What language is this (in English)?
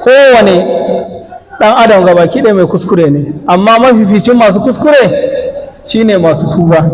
Hausa